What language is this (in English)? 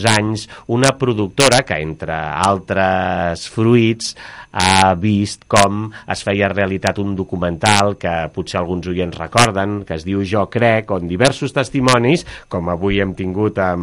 Catalan